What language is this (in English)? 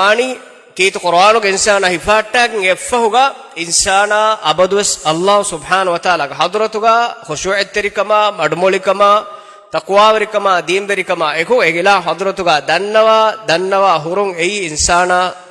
Divehi